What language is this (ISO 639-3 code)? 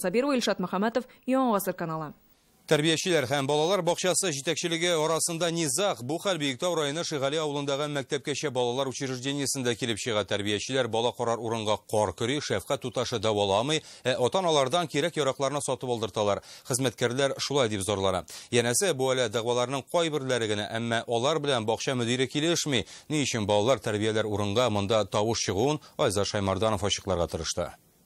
tat